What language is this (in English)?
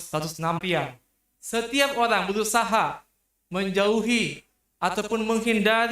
Batak Simalungun